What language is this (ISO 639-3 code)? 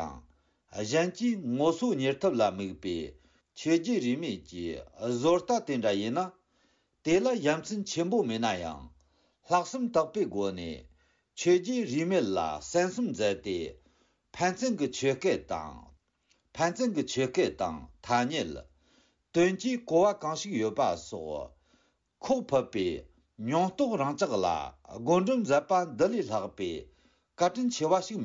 bod